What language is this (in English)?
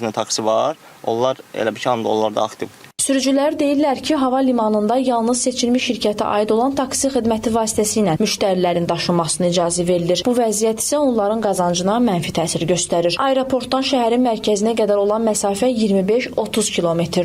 Azerbaijani